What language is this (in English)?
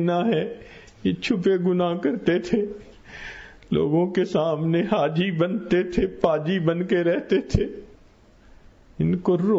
Urdu